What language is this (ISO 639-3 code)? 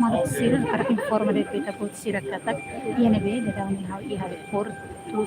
tet